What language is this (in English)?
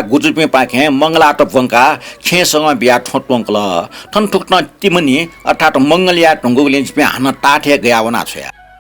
Newari